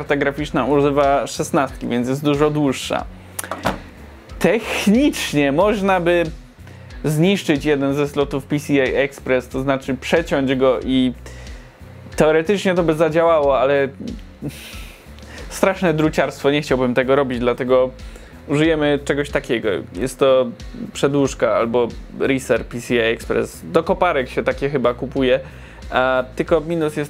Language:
Polish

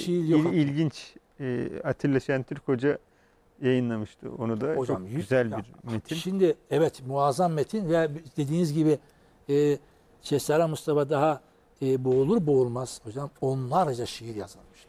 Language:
Turkish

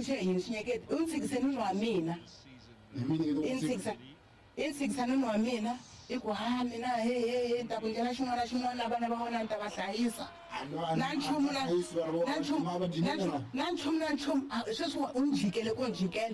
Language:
Tsonga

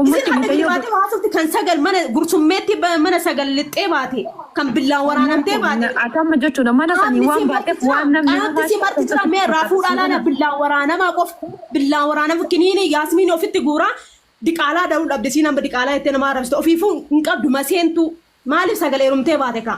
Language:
Oromo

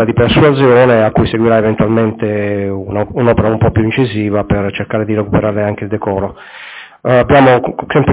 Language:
Italian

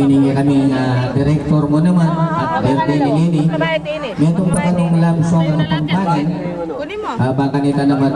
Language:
Pampanga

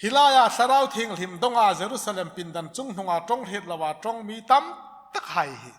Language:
Hmar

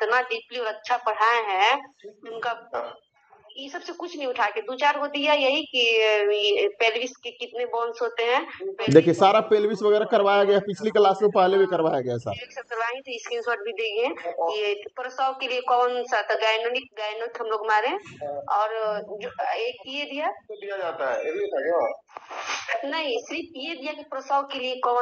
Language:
Hindi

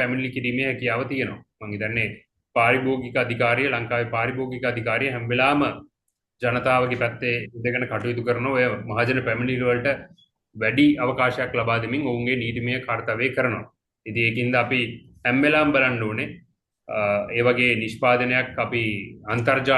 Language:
Sinhala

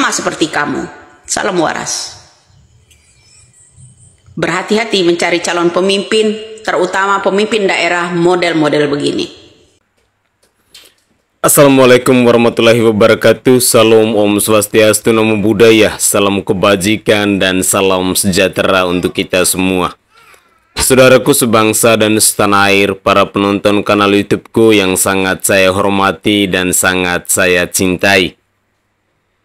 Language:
Indonesian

